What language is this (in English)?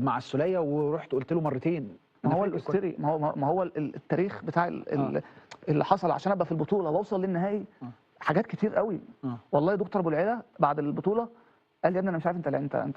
Egyptian Arabic